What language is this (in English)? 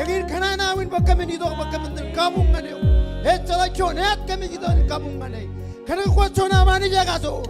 Marshallese